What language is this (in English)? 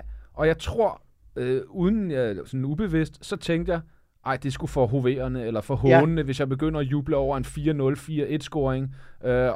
Danish